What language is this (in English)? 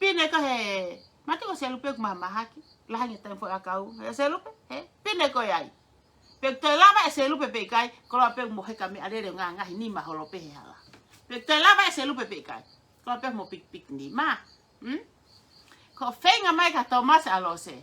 Tongan